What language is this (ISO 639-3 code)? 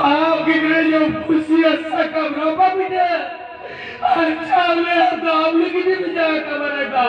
sat